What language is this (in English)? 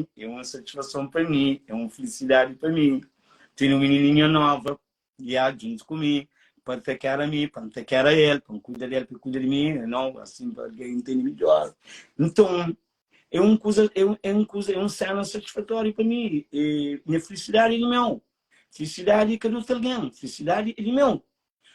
Kabuverdianu